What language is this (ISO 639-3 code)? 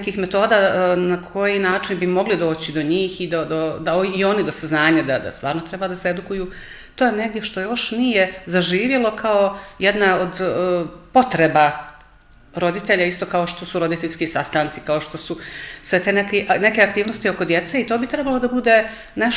srp